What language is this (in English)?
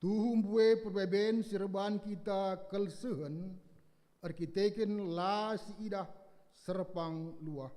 Batak Karo